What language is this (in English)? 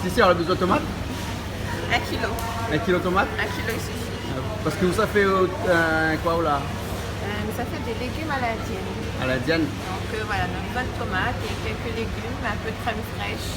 Réunion Creole French